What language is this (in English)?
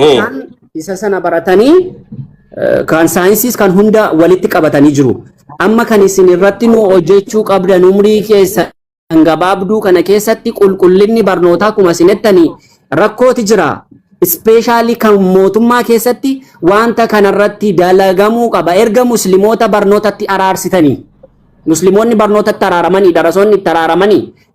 Oromo